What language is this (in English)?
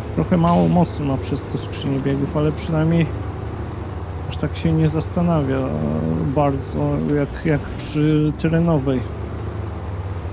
Polish